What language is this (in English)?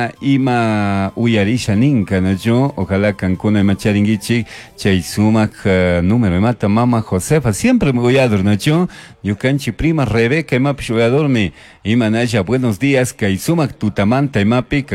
Chimborazo Highland Quichua